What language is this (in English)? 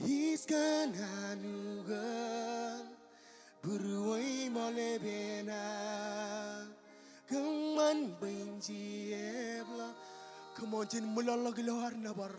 Marshallese